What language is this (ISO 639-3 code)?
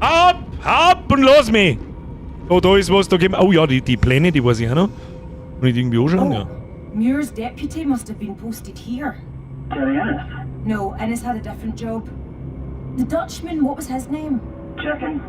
bar